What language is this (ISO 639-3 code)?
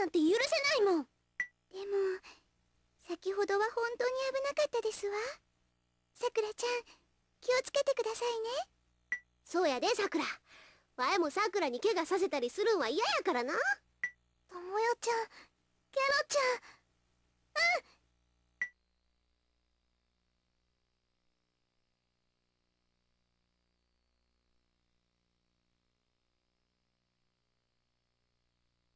jpn